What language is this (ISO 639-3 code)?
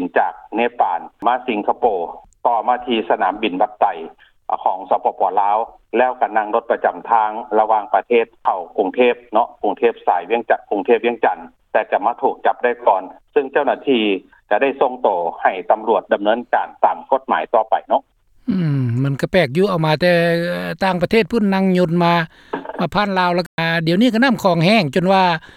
lao